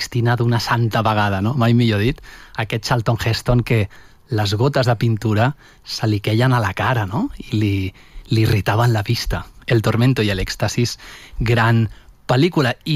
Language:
Catalan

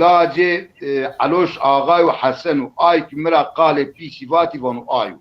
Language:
Zaza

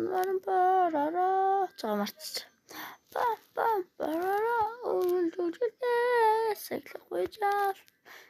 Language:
Mongolian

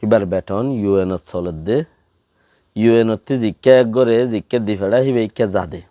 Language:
Rohingya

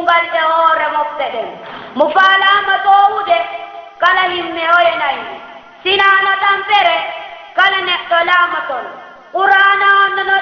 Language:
Fula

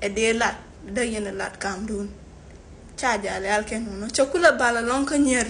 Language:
Nuer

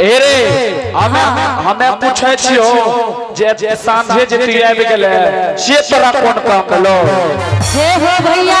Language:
Angika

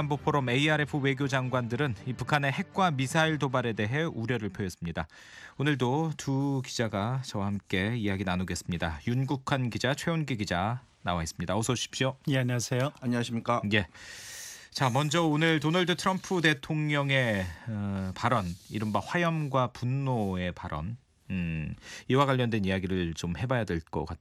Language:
Korean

